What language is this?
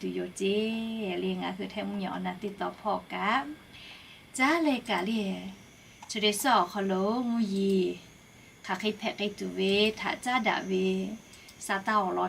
Lahu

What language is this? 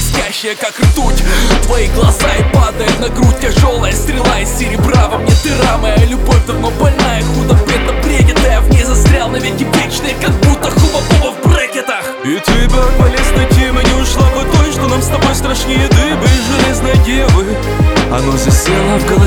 Russian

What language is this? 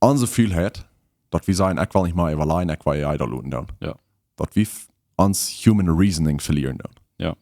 Plautdietsch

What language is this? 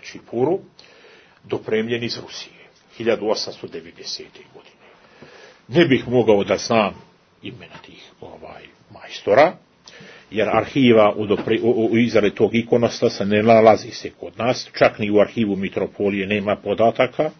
Serbian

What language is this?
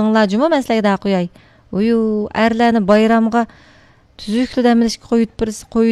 Uyghur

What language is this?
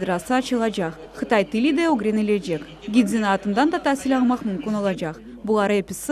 Crimean Tatar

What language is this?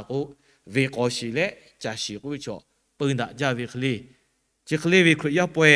Lahu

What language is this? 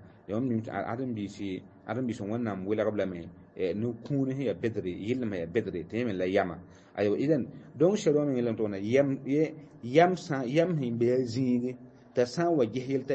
Mossi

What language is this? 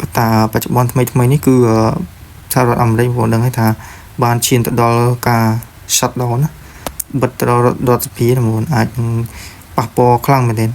Khmer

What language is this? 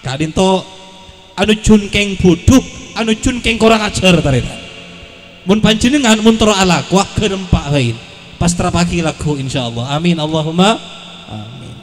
Madurese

